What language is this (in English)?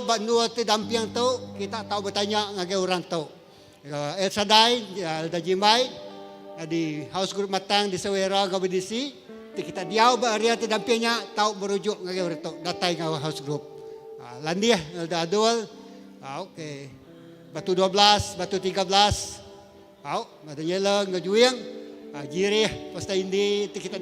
Iban